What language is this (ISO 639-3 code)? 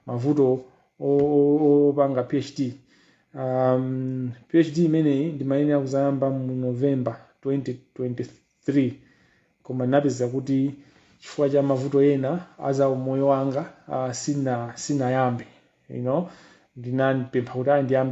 nya